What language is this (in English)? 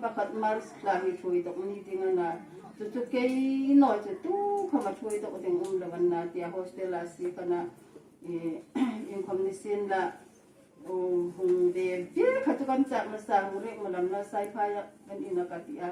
Hmar